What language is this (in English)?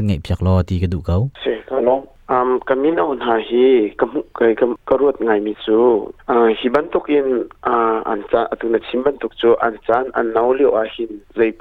Hakha Chin